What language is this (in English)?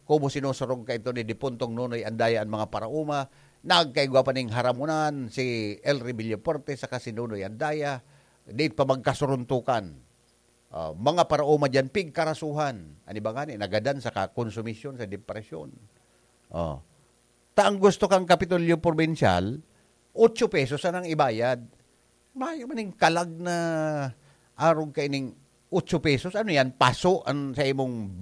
Bikol